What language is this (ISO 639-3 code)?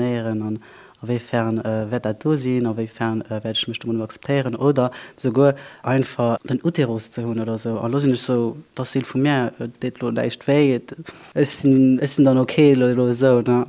ltz